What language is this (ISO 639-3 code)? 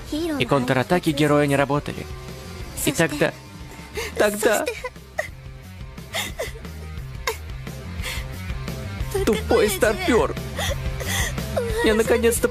rus